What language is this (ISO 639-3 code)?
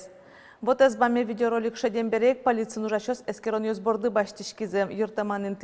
udm